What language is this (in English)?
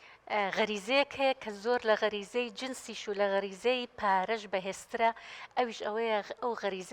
Central Kurdish